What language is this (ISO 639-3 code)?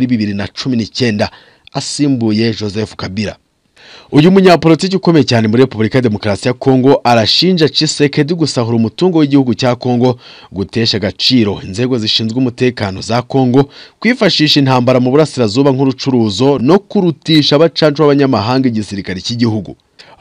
kin